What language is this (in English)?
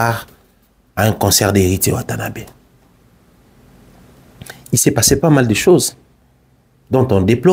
French